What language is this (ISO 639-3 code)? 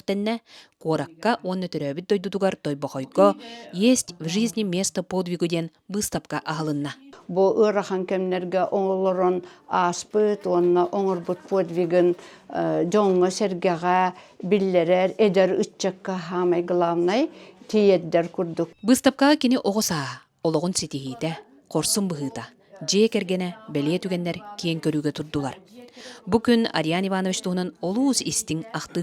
sah